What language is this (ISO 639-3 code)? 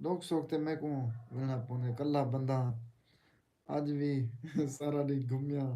skr